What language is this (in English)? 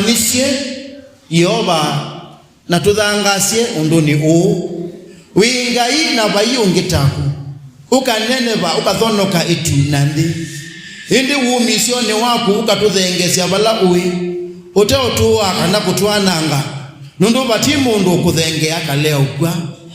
Kamba